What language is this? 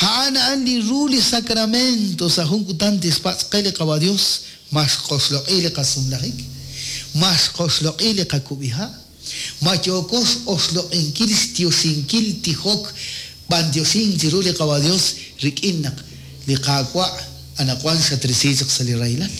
Kekchí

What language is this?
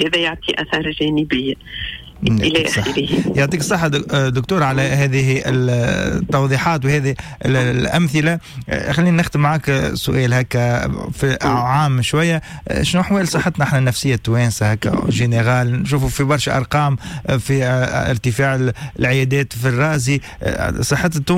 Tunisian Arabic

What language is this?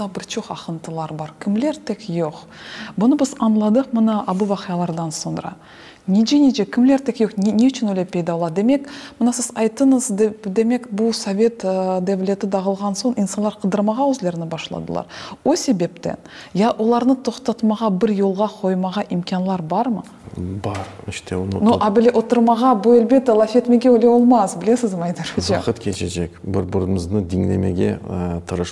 Crimean Tatar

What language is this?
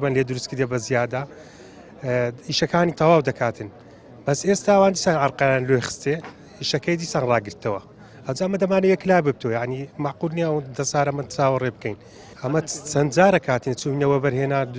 Central Kurdish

